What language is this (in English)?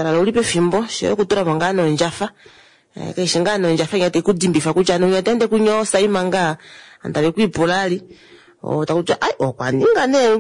Kuanyama